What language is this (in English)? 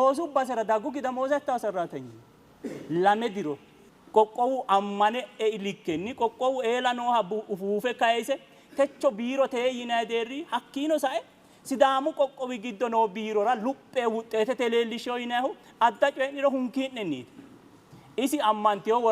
Sidamo